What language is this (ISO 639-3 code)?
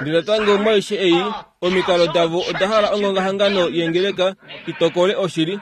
kua